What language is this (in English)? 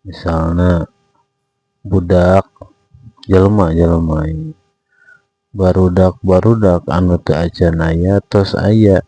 Sundanese